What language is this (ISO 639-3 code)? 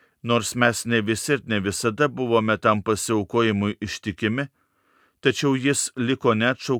lit